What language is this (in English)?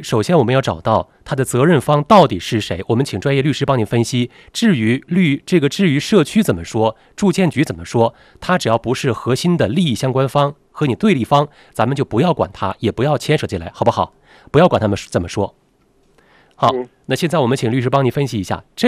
Chinese